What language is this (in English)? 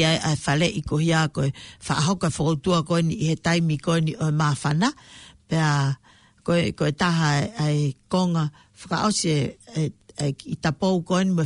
Tongan